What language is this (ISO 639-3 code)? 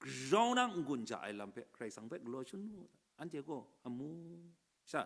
kac